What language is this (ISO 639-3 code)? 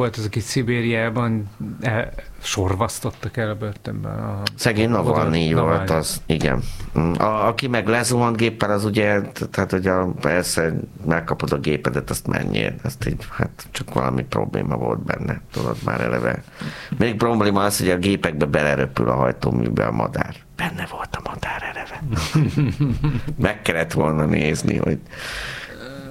hun